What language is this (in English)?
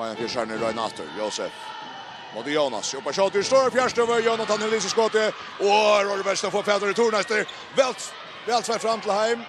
Faroese